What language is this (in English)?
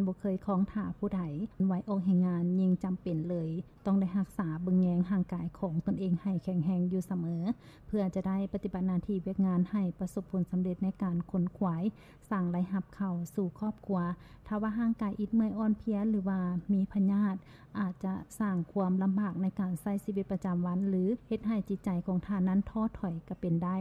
Lao